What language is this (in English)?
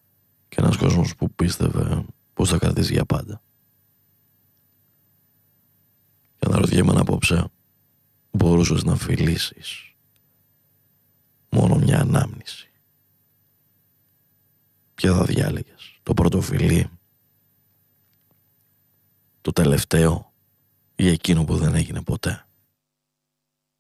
Greek